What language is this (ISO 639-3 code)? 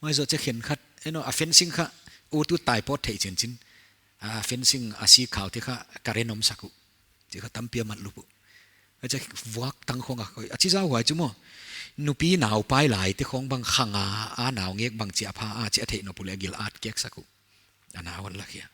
pck